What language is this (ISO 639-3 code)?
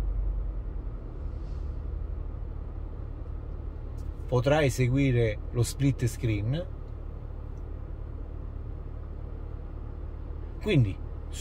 ita